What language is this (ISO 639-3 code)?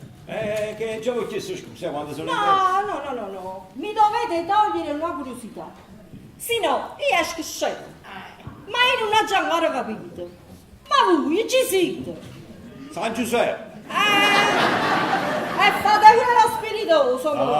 nap